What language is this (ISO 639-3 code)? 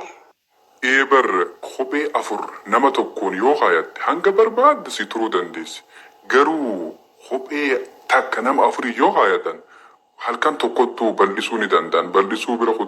orm